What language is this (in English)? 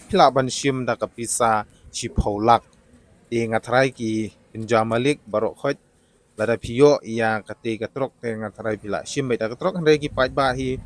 Khasi